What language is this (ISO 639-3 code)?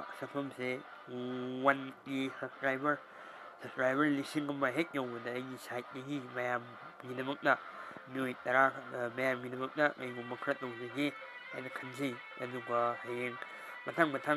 mni